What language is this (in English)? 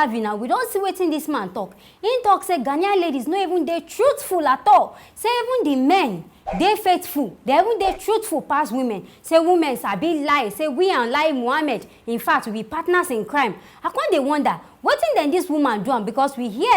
Nigerian Pidgin